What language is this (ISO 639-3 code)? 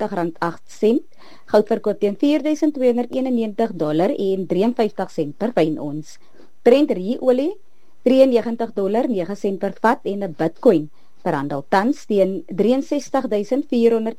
afr